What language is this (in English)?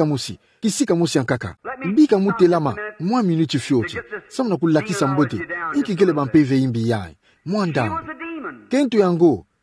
Kituba (Democratic Republic of Congo)